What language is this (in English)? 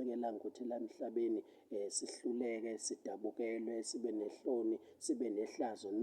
Zulu